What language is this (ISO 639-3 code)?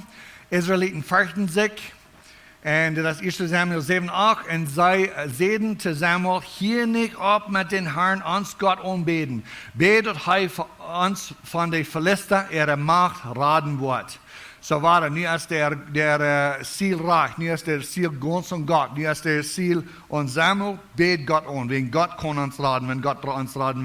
pdt